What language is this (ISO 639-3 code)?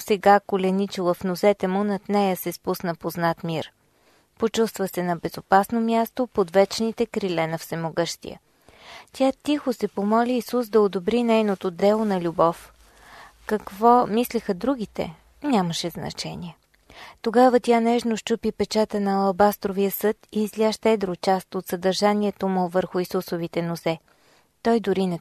bul